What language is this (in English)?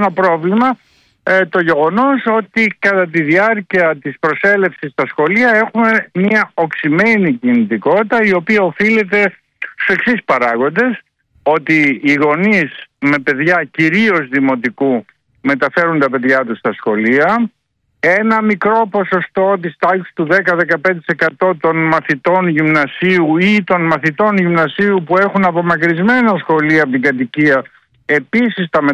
Greek